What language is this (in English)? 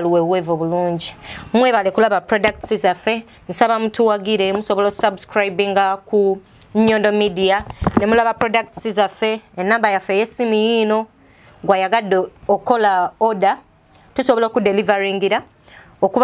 Ganda